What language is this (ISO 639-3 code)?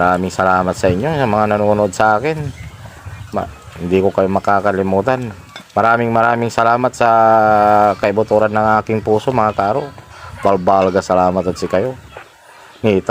pag